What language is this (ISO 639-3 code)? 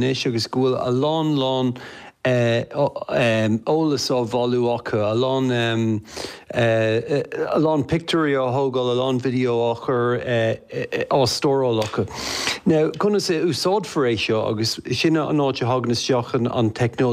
gle